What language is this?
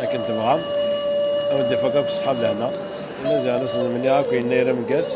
Kabyle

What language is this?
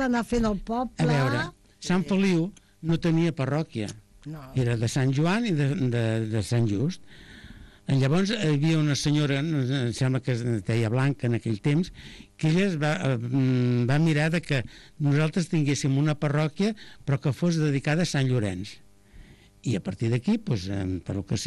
Catalan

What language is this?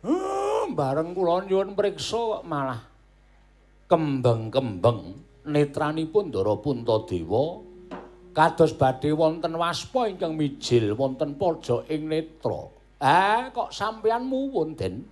Javanese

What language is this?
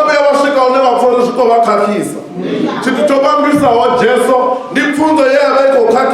Venda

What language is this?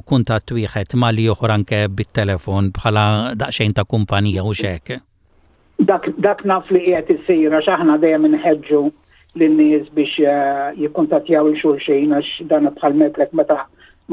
Maltese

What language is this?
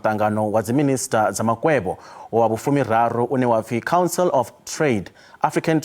Venda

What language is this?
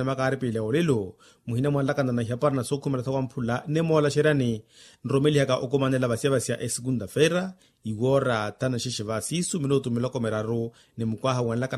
Makhuwa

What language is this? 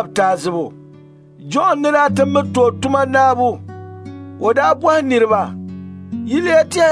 Dagbani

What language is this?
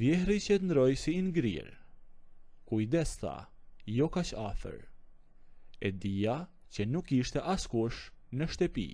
Albanian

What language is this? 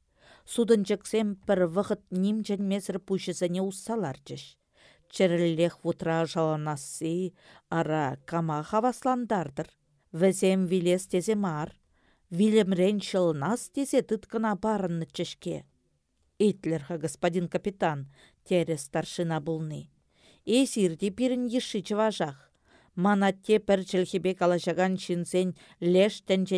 Chuvash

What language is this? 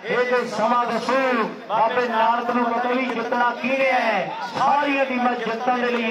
Punjabi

